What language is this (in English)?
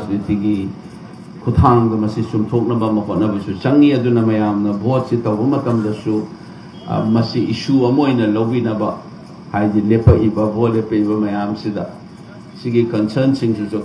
Manipuri